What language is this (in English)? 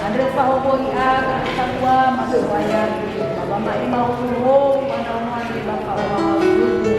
Nias